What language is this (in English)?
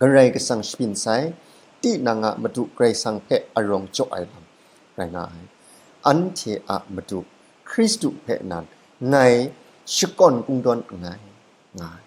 Kachin